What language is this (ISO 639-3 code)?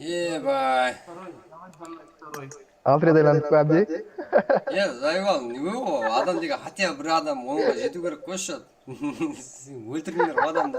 kaa